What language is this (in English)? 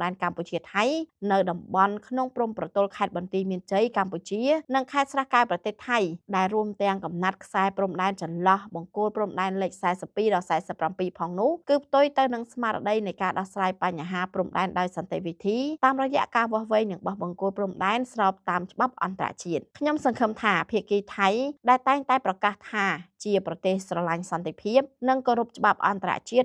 Khmer